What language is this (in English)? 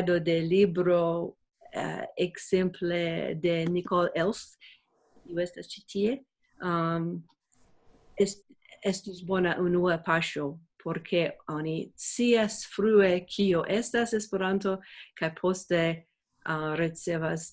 Esperanto